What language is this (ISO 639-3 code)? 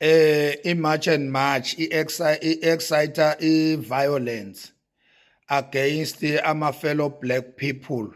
zul